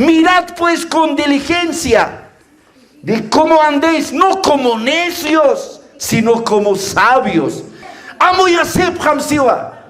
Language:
Aymara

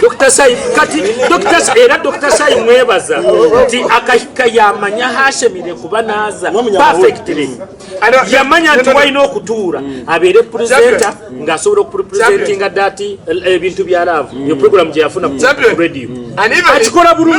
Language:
Nyankole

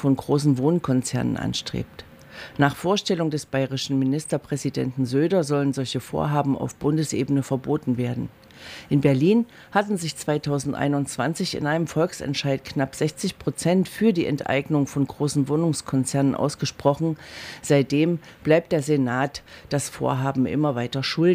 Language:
German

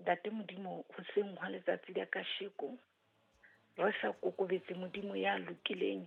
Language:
Southern Sotho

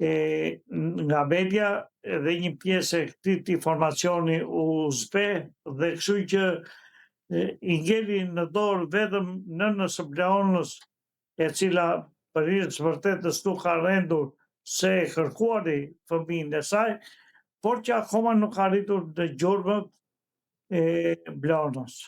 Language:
Albanian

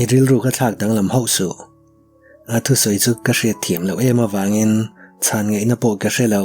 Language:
Mizo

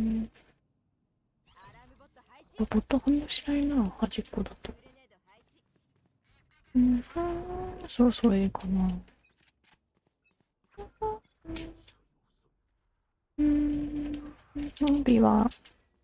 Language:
Japanese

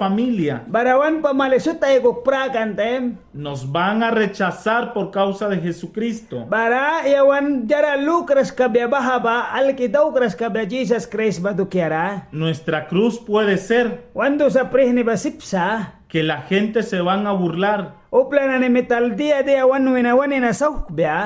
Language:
Mískito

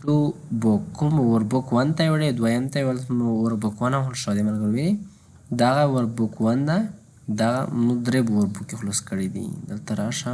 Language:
Pashto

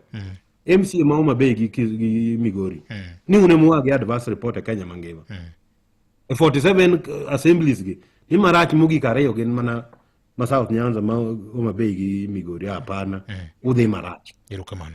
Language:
Luo (Kenya and Tanzania)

